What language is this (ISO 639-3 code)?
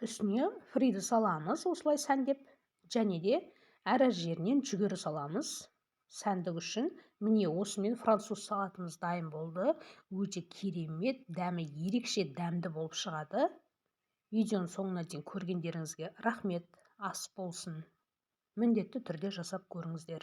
kaz